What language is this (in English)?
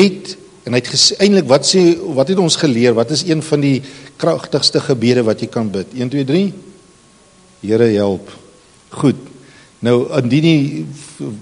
Afrikaans